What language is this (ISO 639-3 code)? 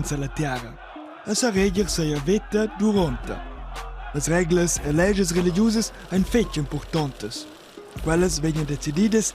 roh